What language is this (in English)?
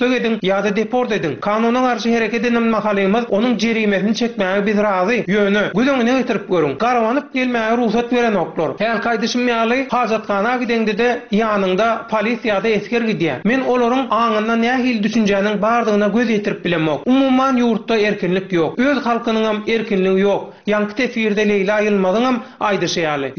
Turkmen